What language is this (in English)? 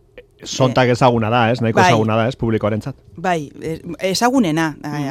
Basque